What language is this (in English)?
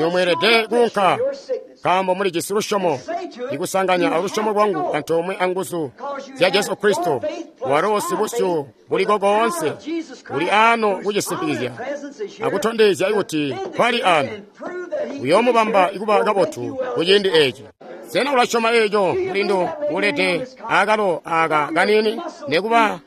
Tonga (Zambia)